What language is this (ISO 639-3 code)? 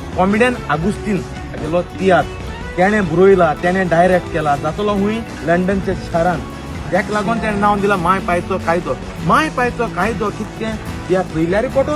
kok